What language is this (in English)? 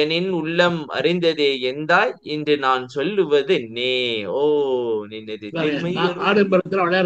Tamil